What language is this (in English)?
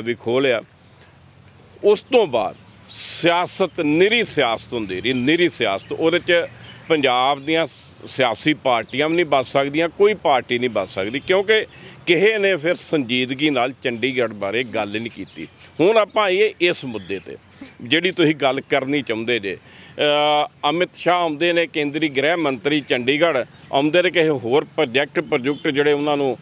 Punjabi